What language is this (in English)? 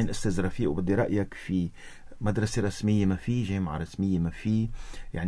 North Levantine Arabic